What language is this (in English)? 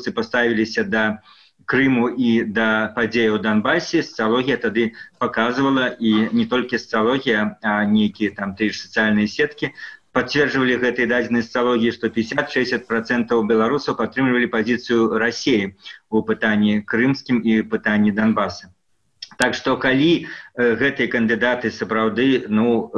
Belarusian